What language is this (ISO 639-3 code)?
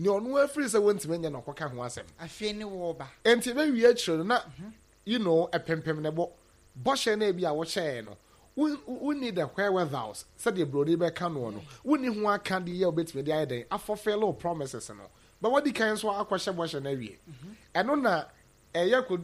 aka